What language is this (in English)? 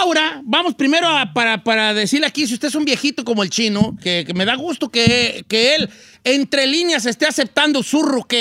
Spanish